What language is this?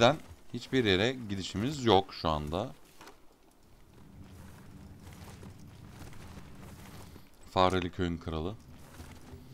Turkish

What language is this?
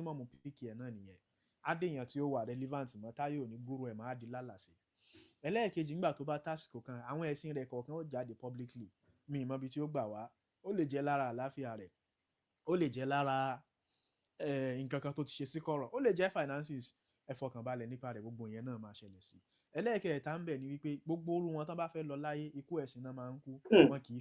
Yoruba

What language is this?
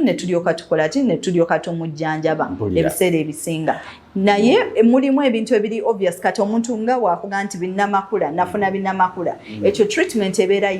Ganda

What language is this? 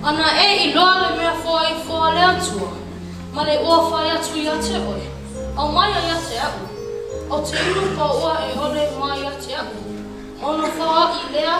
Samoan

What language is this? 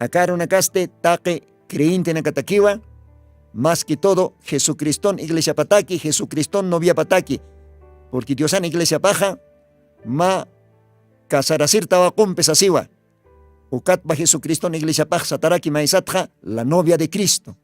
Aymara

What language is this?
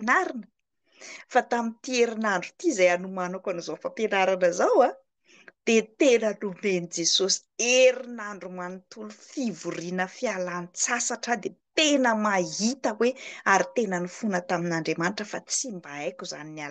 Malagasy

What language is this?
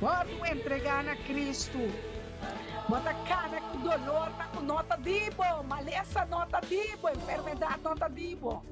Papiamento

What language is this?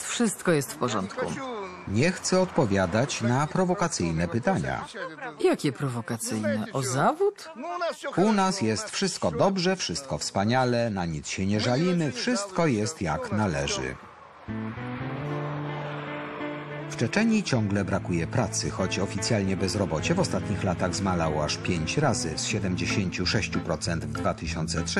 Polish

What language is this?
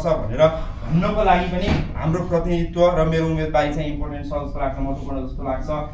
Nepali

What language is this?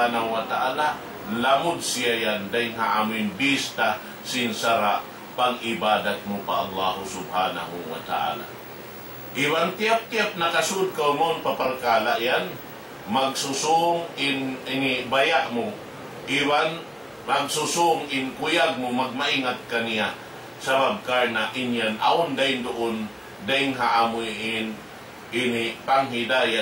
Tausug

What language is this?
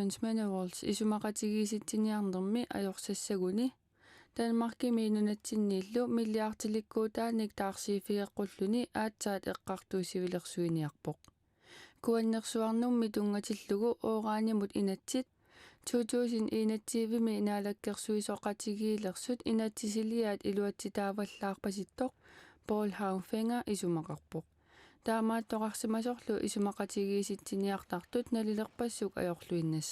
Kalaallisut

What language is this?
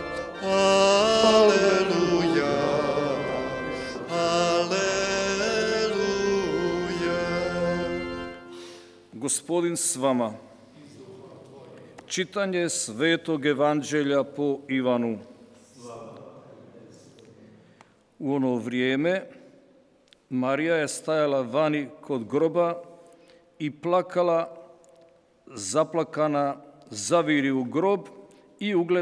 Croatian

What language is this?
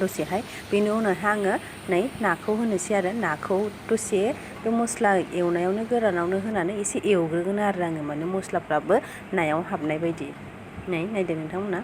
Bodo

